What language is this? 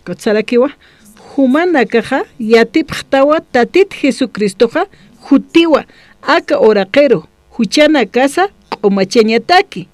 Aymara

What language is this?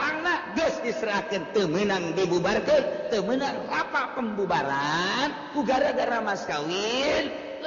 Sundanese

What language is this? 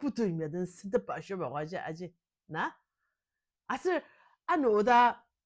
Ao Naga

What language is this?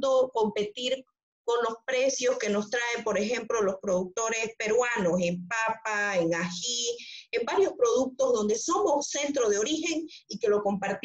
Spanish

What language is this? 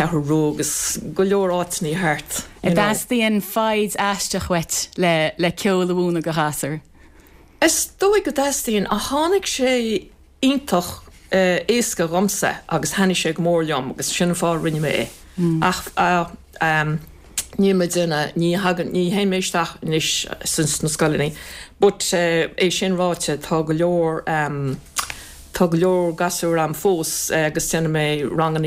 Irish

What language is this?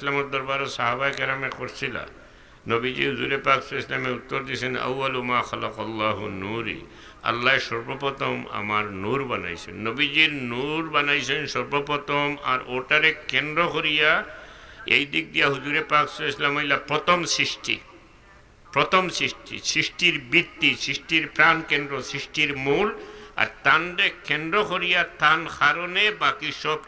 Sylheti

